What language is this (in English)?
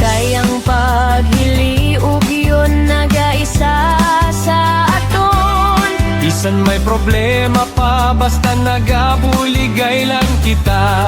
Hiligaynon